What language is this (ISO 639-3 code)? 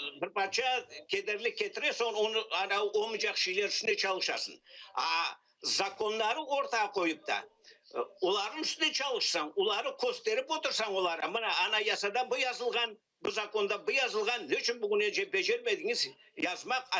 crh